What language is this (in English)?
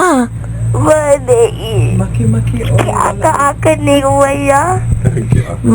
Hawaiian